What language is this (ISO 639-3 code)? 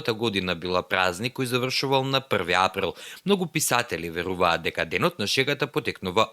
mkd